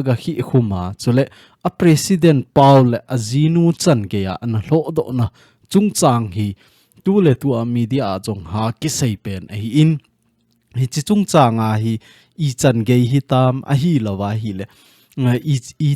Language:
Thado Chin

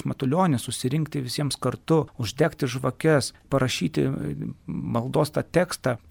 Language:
Lithuanian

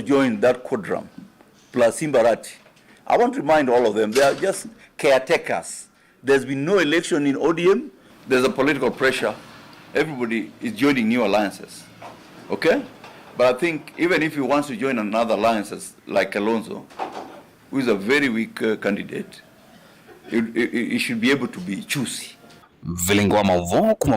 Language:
Kamba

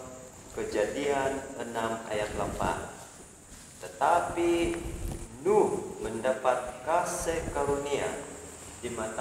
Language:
Central Dusun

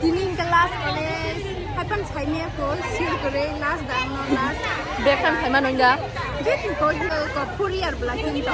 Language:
Kok Borok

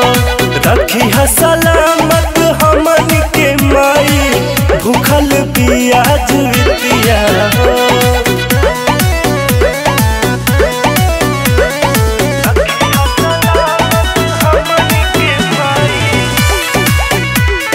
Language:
Bhojpuri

